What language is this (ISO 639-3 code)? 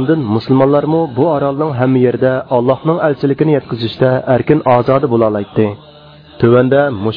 uig